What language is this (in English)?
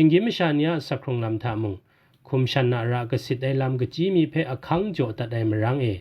Kachin